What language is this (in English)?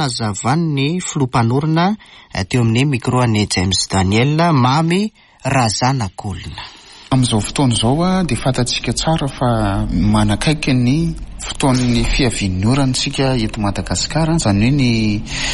Malagasy